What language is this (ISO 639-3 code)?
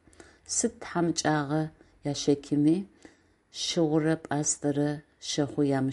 ady